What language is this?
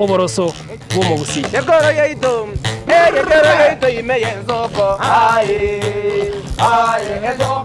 Gusii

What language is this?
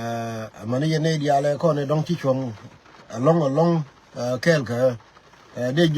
Nuer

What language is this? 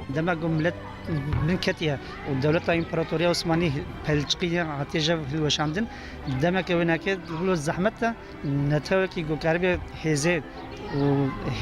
Kurdish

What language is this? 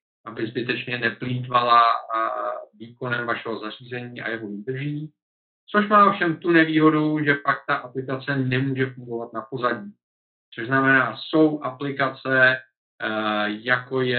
Czech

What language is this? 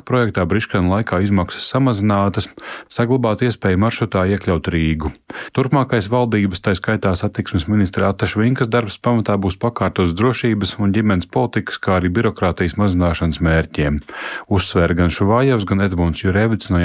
Latvian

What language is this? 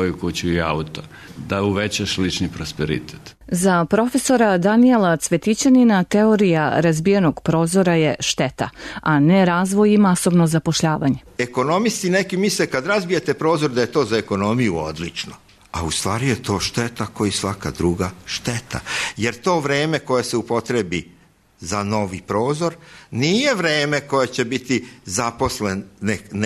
Serbian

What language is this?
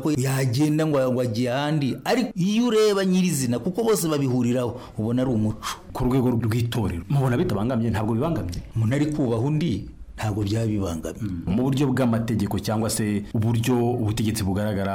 Kinyarwanda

